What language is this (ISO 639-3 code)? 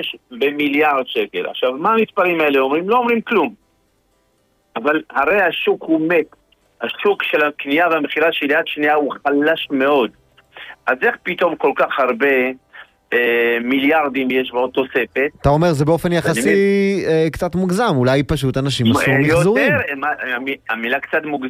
heb